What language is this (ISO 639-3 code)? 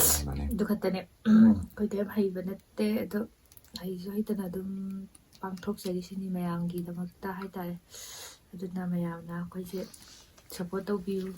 mni